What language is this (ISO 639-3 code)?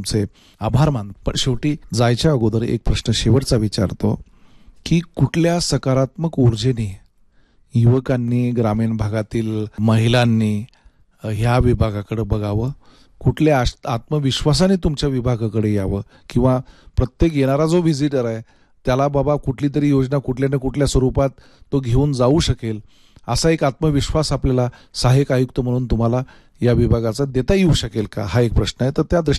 mar